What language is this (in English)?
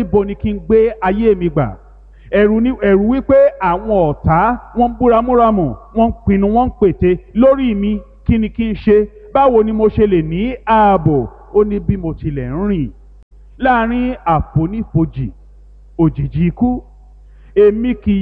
Yoruba